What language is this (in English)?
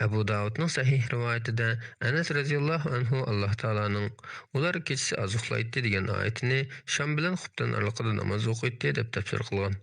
Uyghur